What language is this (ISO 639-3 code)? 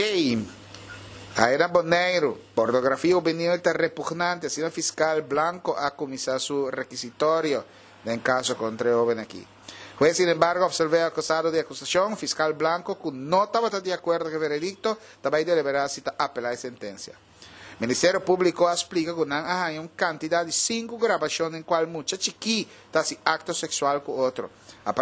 pap